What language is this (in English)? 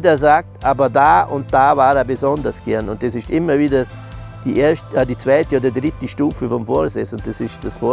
Bavarian